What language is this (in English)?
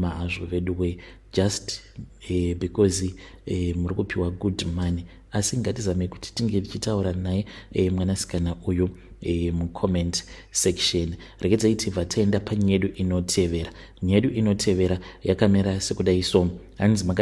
Shona